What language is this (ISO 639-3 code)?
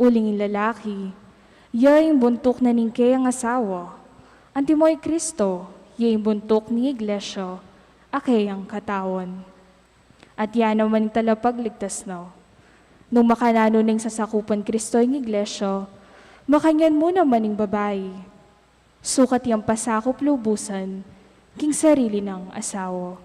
pam